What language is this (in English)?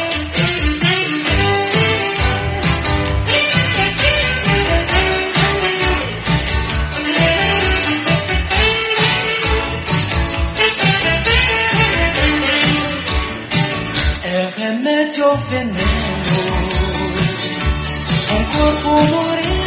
Portuguese